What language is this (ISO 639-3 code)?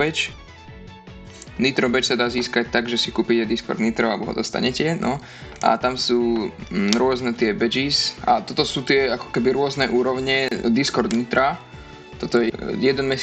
slk